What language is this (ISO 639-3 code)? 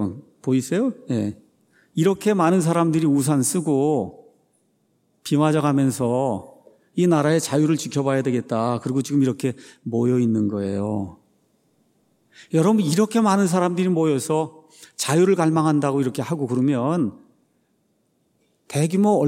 kor